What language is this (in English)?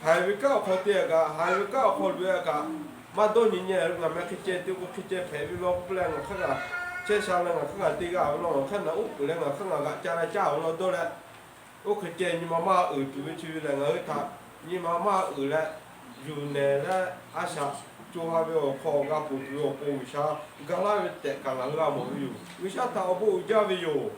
Lahu